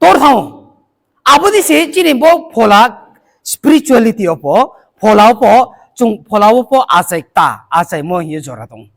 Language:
Riang (India)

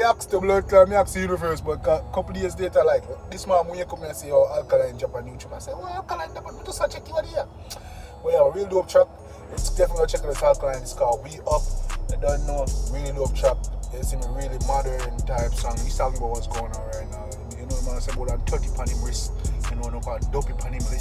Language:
Jamaican Creole English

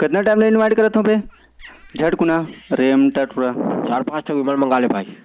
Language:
Chhattisgarhi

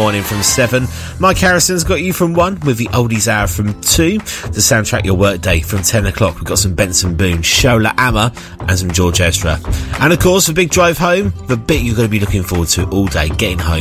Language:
English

